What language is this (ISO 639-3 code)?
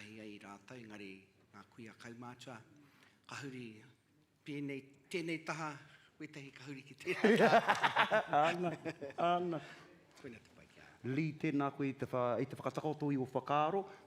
mri